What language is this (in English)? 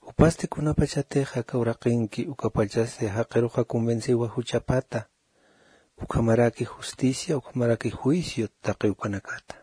Aymara